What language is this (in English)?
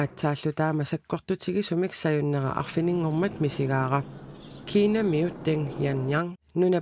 Kalaallisut